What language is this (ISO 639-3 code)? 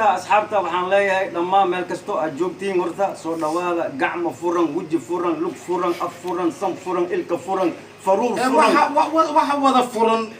som